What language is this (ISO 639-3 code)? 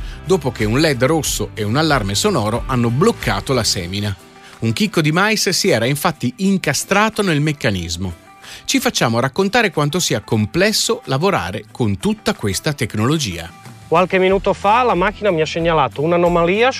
ita